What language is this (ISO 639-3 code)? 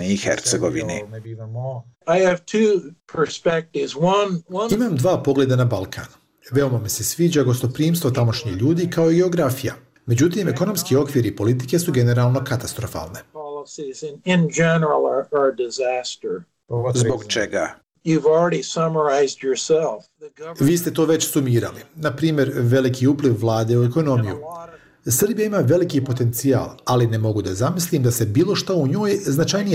bos